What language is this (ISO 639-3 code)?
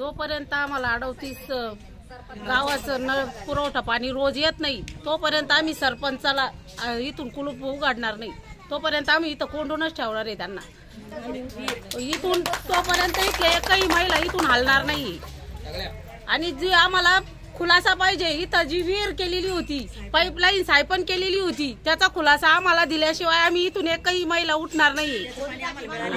mar